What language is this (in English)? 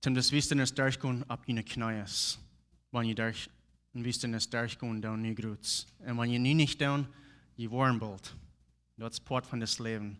Plautdietsch